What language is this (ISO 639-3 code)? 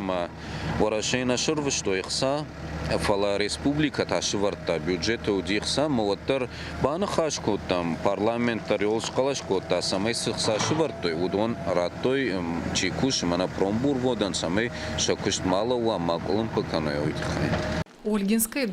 oss